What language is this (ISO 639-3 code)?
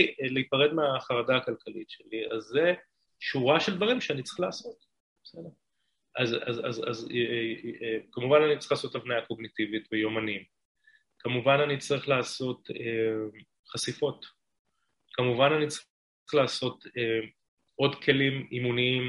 heb